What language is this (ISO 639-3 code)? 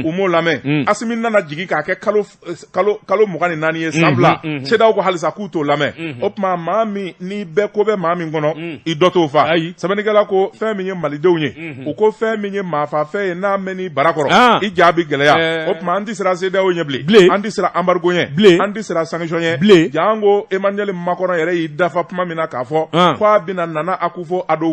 bam